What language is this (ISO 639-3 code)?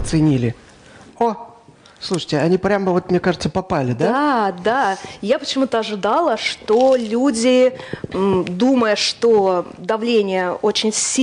rus